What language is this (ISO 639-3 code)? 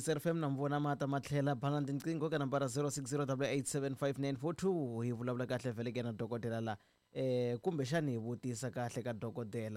tso